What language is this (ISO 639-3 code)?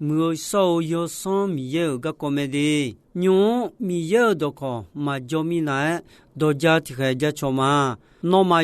ahk